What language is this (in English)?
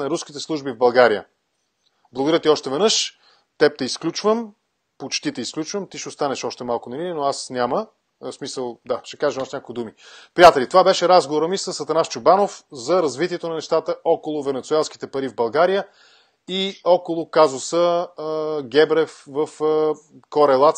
Bulgarian